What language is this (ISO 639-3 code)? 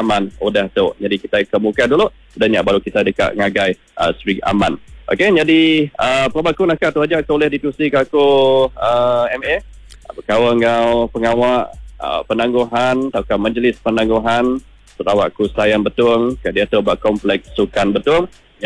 iba